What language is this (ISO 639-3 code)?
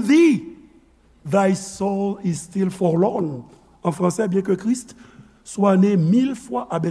hat